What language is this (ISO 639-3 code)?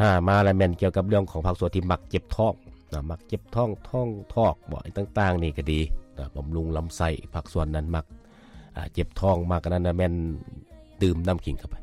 lao